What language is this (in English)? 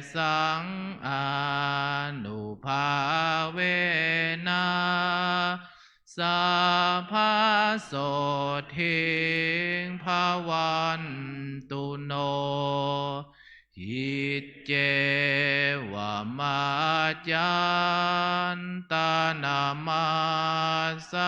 Pali